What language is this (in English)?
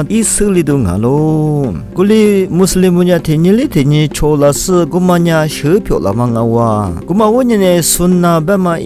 Lisu